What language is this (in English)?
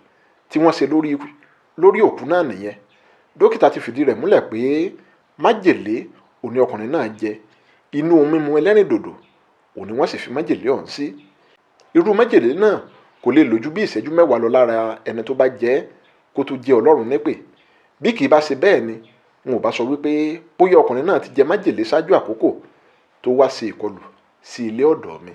Yoruba